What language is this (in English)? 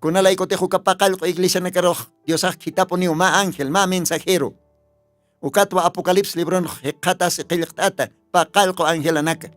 Aymara